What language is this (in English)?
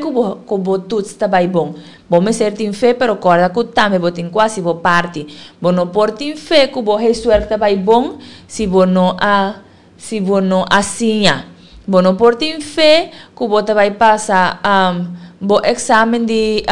Papiamento